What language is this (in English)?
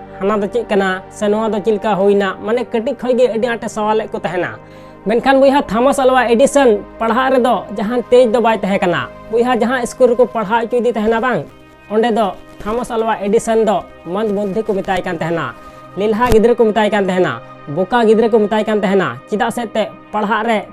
Santali